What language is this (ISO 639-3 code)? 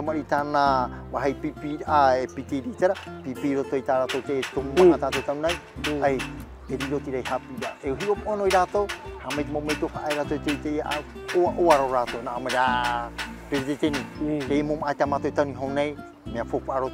tah